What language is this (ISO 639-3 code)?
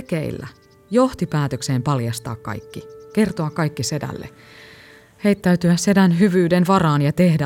fin